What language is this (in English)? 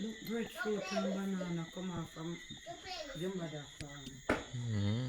Jamaican Creole English